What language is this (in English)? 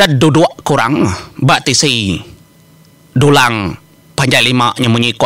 Iban